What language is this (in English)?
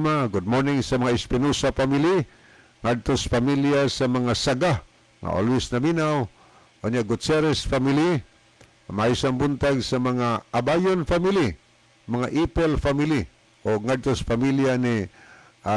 Cebuano